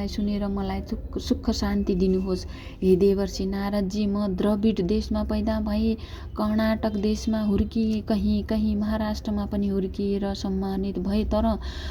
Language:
Nepali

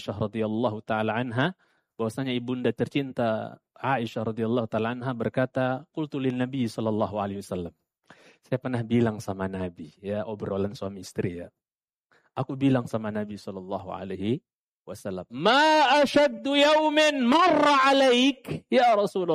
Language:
Indonesian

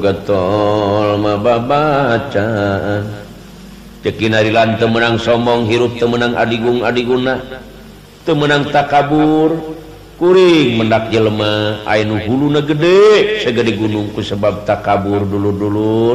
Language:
Sundanese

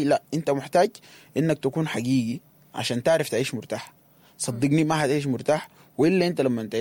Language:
Sudanese Arabic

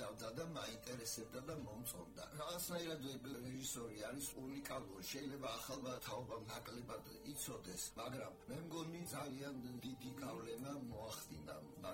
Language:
Georgian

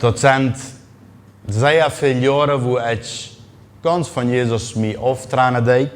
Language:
Plautdietsch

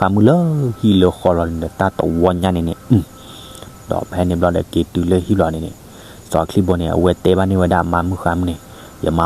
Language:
S'gaw Karen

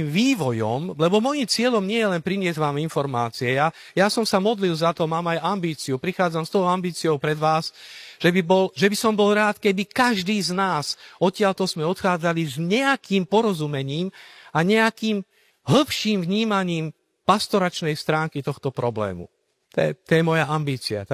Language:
Slovak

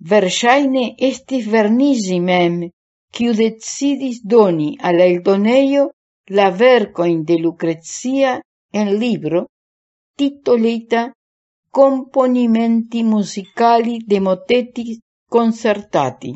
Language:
Esperanto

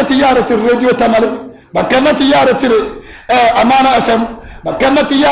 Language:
Dagbani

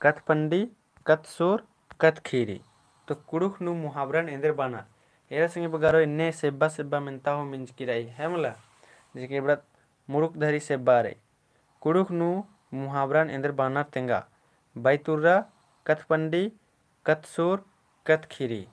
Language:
Kurukh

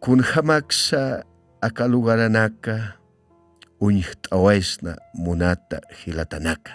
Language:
Aymara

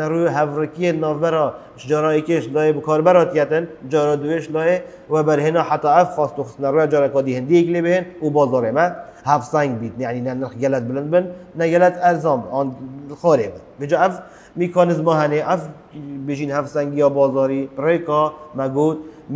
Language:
Kurdish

